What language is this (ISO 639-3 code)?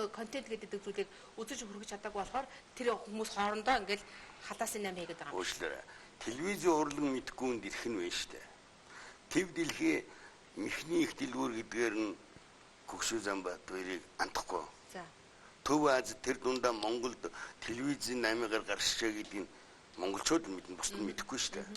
mon